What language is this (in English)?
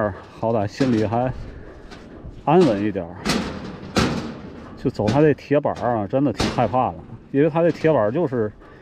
Chinese